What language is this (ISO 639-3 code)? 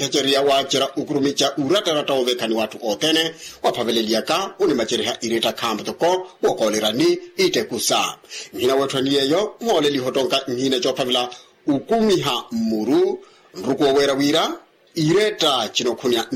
vmw